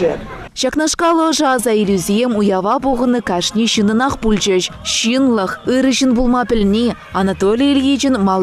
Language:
Chuvash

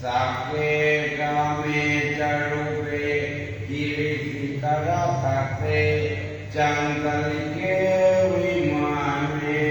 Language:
Pali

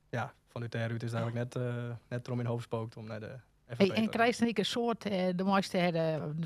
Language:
Western Frisian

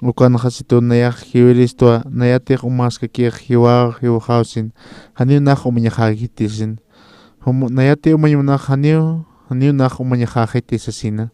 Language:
Aymara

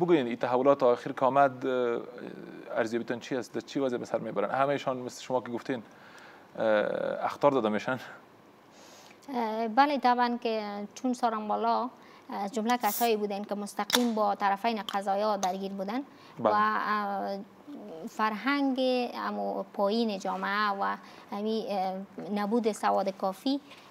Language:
Persian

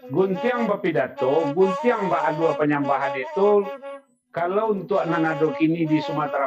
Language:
Minangkabau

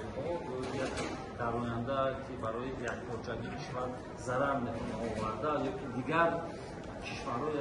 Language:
Tajik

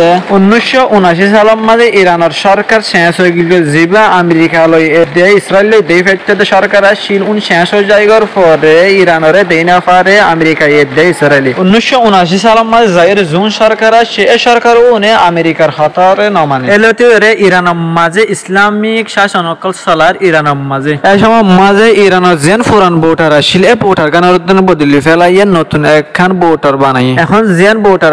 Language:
Rohingya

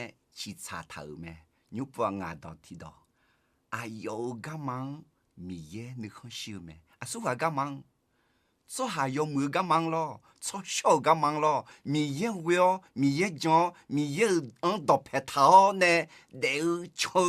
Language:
Akha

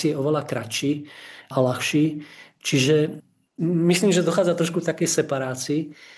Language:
Slovak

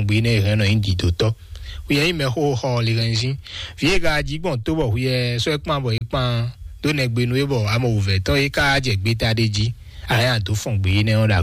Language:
Fon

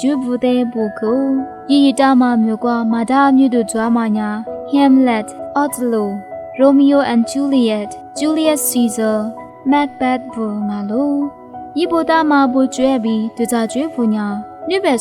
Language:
Lisu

